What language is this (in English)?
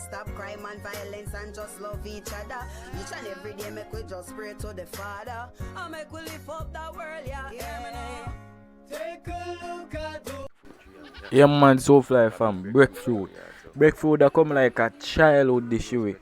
Jamaican Creole English